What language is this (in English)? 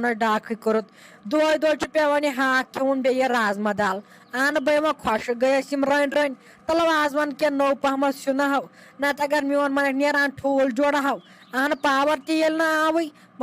Kashmiri